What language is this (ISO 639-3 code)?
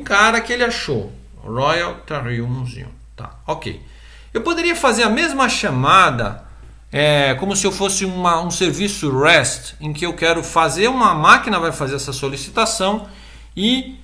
por